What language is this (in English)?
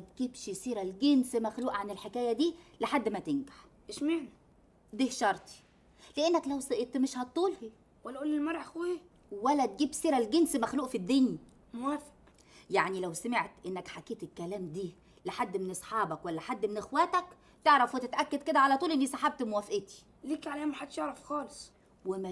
Egyptian Arabic